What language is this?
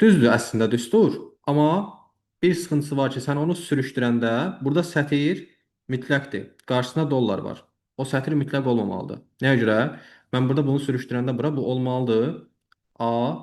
Azerbaijani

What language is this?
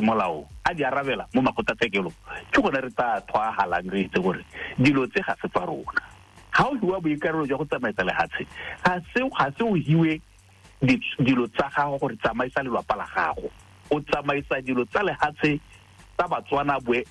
Tswana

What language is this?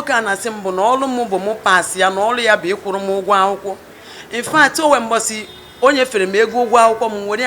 Igbo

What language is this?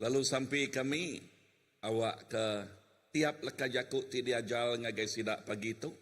Iban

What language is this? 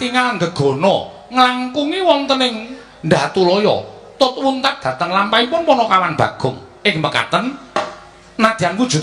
Javanese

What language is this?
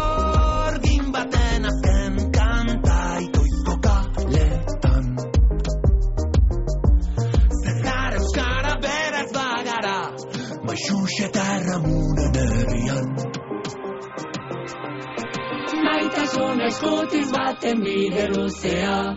Basque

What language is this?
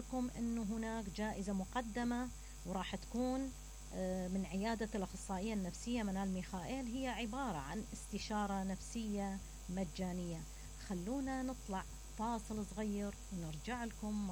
Mesopotamian Arabic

